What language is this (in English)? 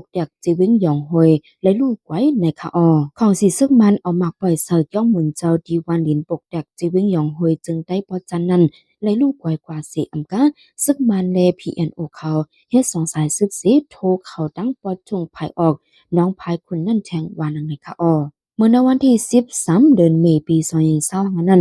Shan